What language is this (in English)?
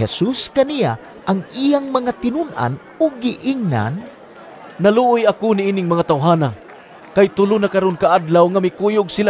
Cebuano